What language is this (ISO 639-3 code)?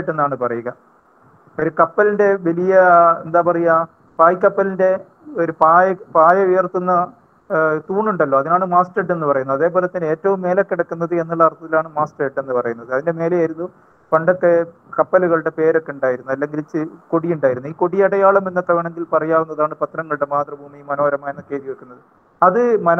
mal